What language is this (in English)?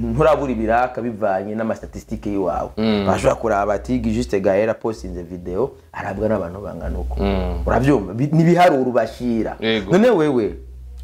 Rundi